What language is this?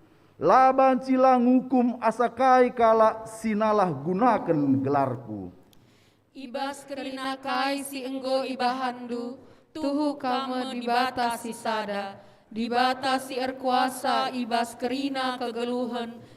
Batak Karo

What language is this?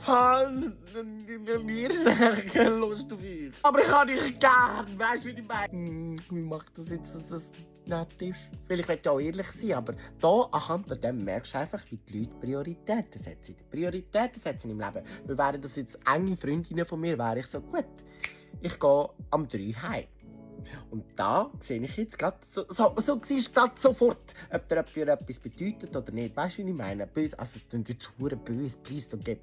Swiss German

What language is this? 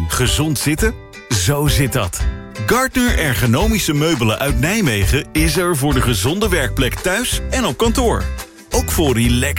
Dutch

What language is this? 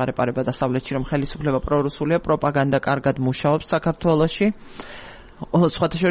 Georgian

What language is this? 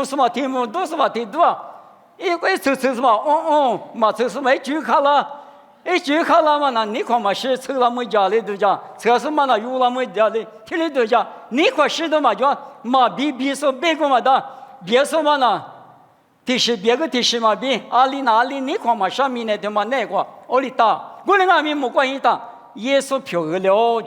Lisu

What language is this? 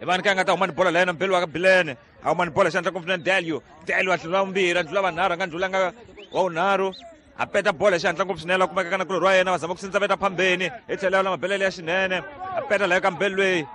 Tsonga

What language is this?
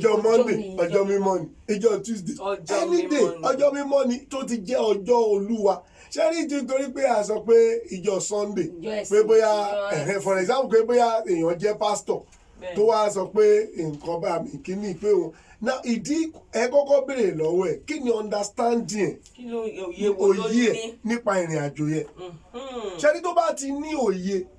Yoruba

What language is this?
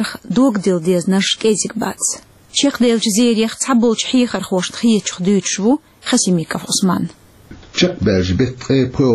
Chechen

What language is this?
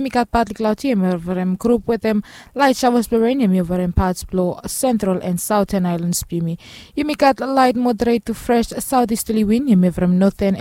Bislama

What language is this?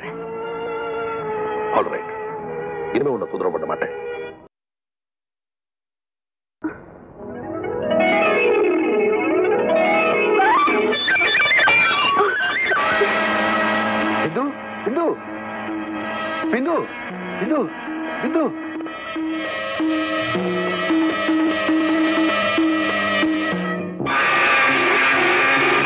Tamil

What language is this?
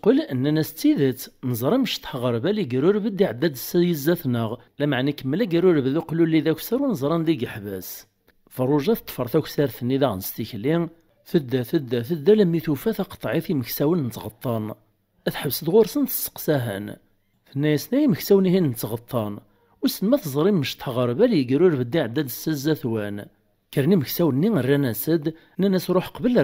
Kabyle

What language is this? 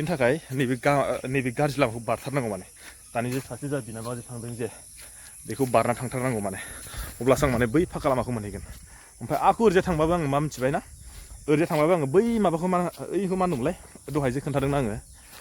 Bodo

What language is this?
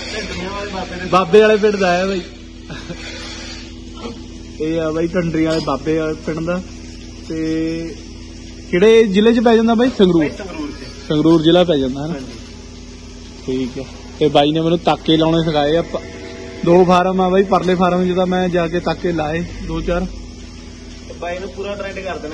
Punjabi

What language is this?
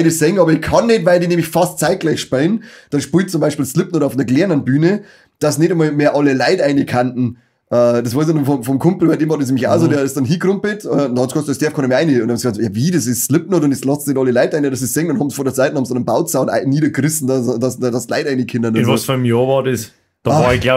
Bavarian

